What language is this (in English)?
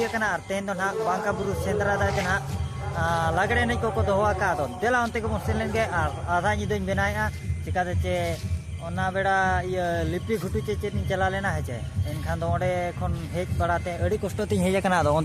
Santali